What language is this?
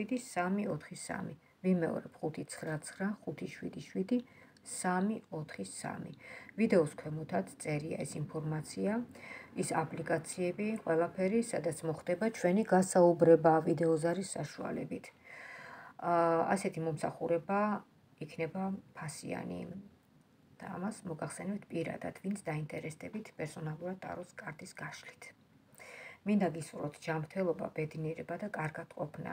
Georgian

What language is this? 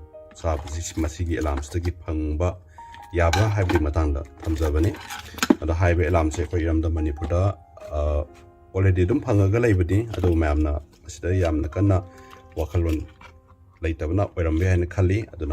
Manipuri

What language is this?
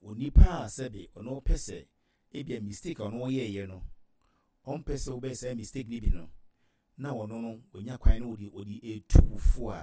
Akan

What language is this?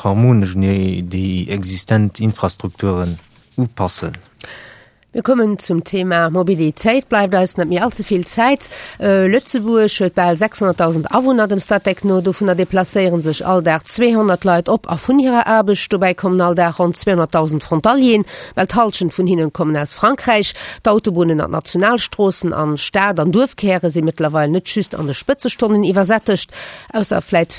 Luxembourgish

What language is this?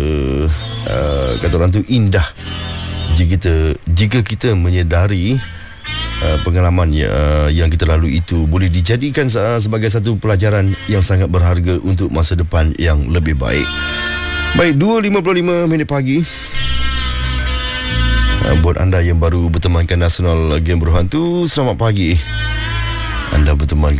Malay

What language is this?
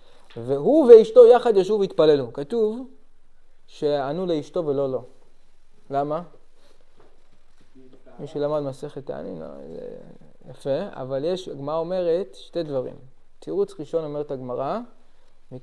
Hebrew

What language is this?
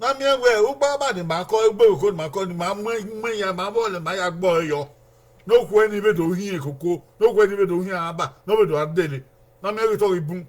Bini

